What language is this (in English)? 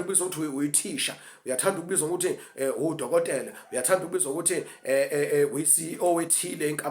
Zulu